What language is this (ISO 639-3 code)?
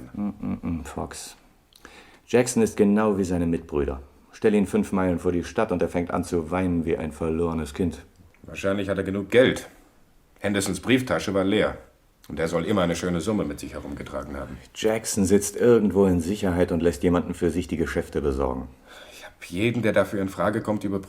gsw